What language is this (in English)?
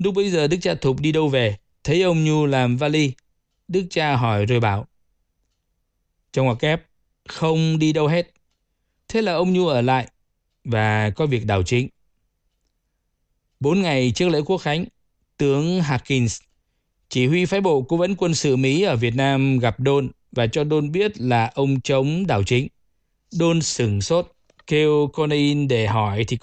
Vietnamese